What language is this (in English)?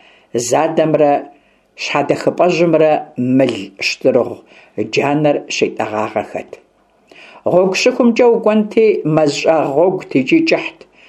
Kabardian